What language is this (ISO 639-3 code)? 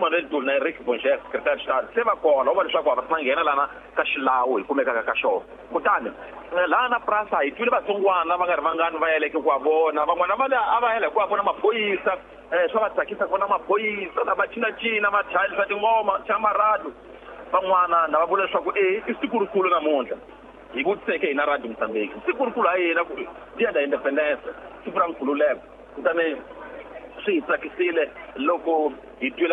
tso